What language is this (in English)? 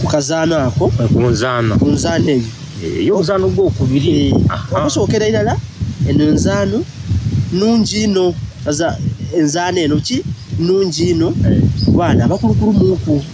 Soga